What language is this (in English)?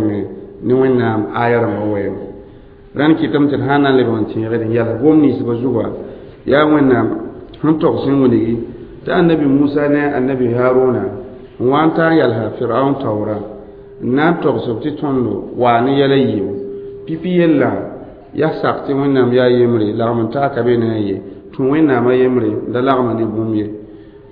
Mossi